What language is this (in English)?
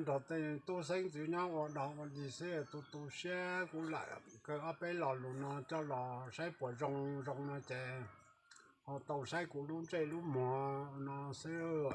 Hmong